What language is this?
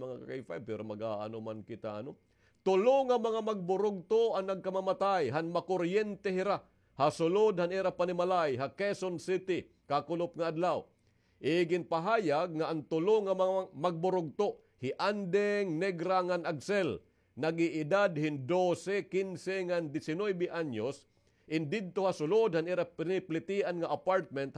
Waray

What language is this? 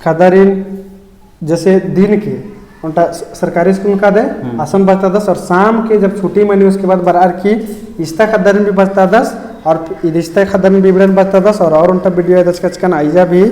Kurukh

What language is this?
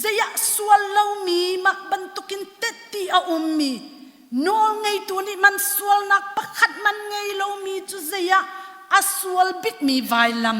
Hakha Chin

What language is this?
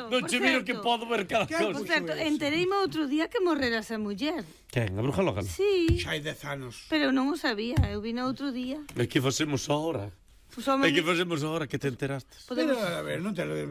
Galician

